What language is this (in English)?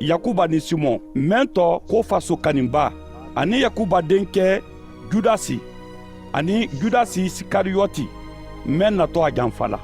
Mandingo